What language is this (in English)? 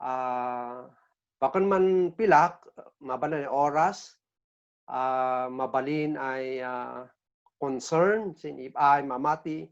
Kankanaey